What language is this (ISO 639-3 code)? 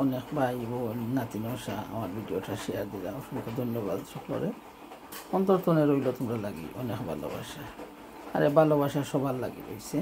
syl